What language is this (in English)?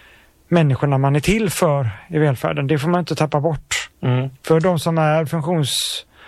Swedish